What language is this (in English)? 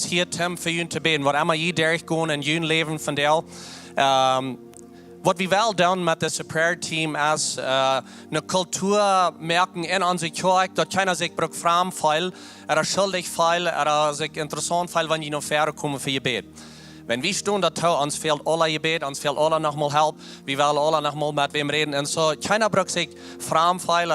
Plautdietsch